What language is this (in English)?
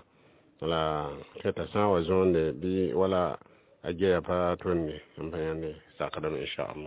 Mossi